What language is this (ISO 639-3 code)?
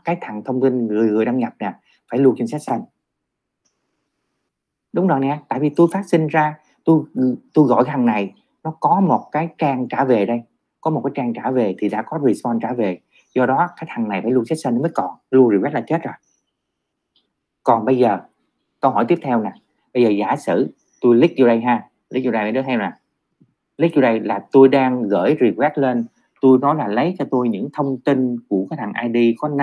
vie